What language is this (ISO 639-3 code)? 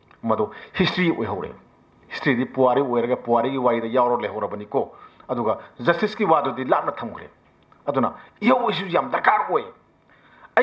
mni